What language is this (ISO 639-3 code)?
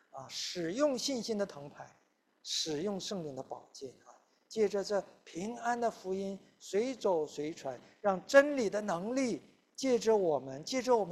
zho